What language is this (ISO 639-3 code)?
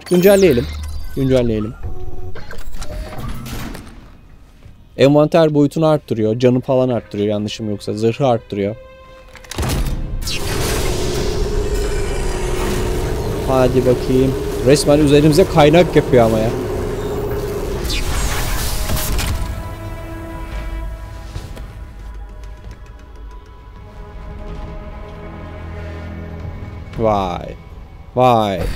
tur